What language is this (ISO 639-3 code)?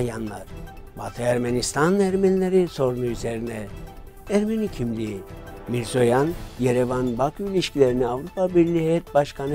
tur